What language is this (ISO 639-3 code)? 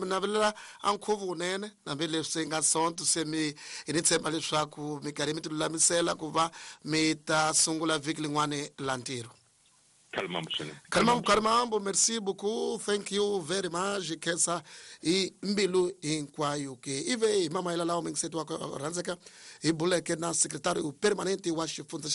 tso